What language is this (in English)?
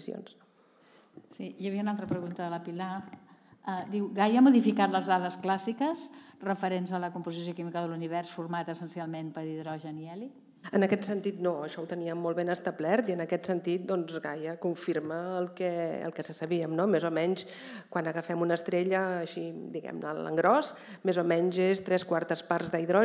Catalan